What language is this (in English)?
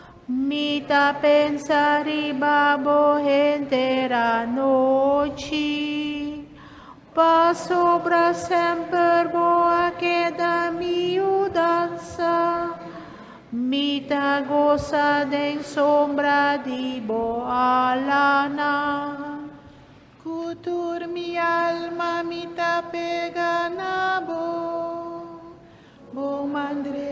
Papiamento